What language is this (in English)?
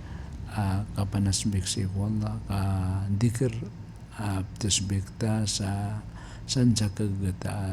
Maranao